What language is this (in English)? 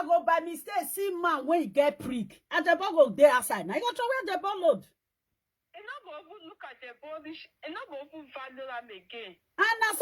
Nigerian Pidgin